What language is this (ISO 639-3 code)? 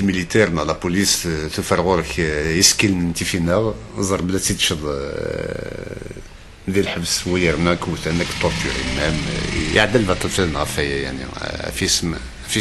kab